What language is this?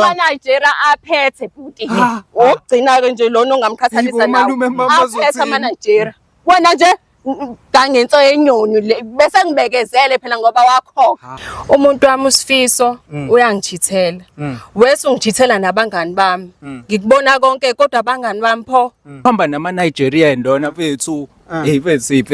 Zulu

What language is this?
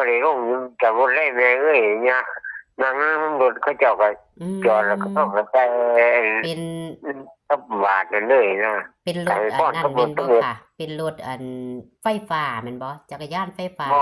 Northeastern Thai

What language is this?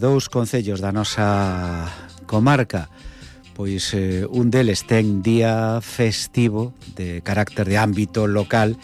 Galician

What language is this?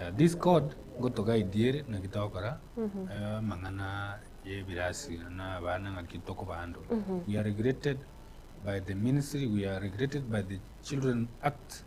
Gusii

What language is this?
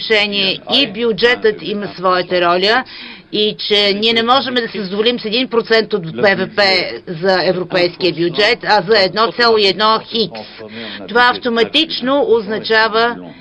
Bulgarian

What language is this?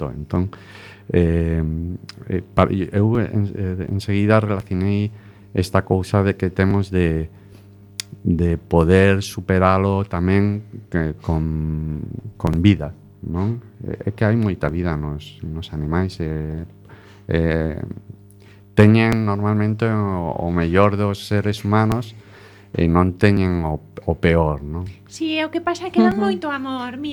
Galician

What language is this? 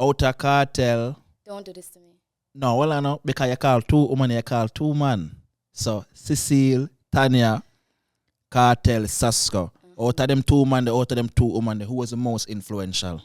Jamaican Creole English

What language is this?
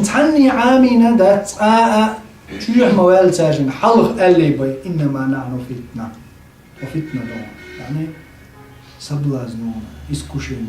Chechen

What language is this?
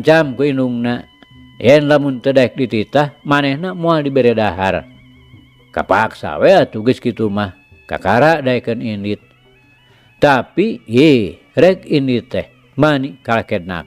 Sundanese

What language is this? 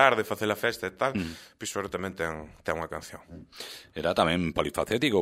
Galician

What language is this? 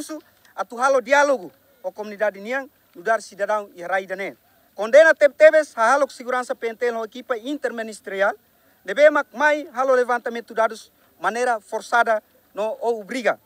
Tetum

